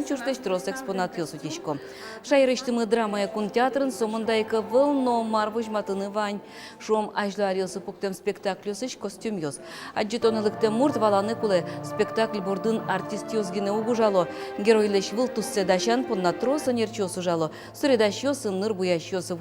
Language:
Udmurt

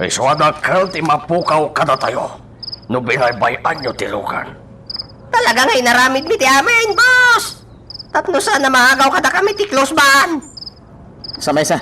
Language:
Iloko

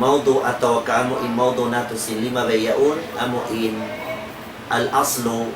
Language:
Tausug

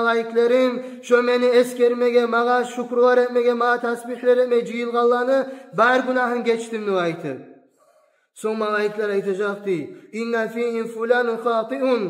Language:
Kumyk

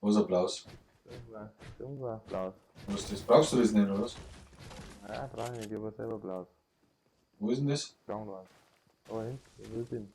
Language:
Bavarian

